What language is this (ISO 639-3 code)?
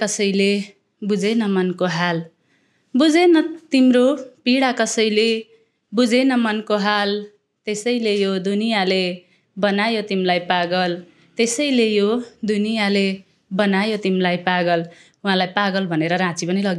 nep